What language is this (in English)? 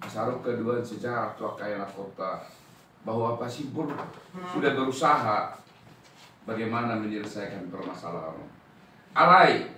Batak Toba